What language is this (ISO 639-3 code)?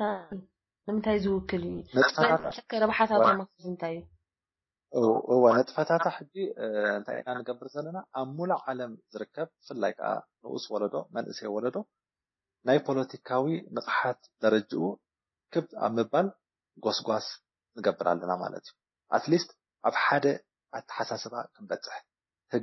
tir